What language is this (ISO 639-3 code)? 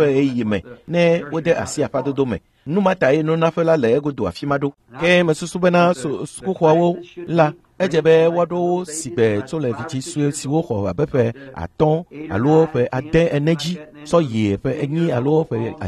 ewe